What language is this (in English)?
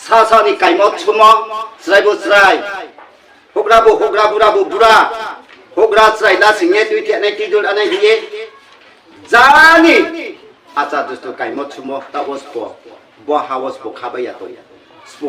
Riang (India)